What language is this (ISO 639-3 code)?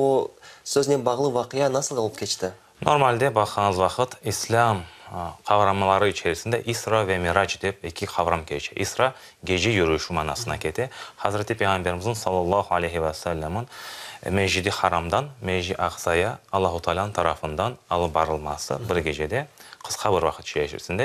crh